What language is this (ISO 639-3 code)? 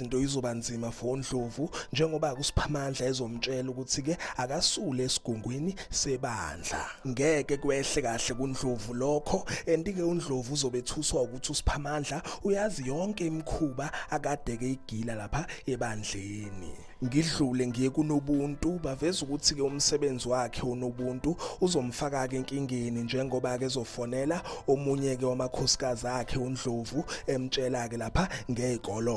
zul